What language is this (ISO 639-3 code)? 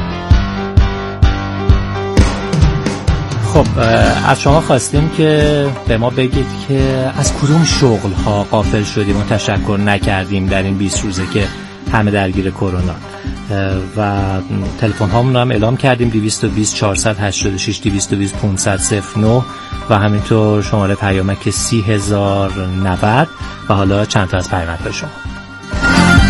fas